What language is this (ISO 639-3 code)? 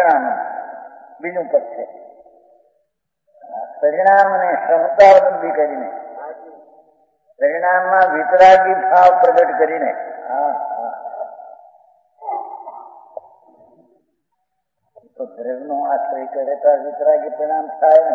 guj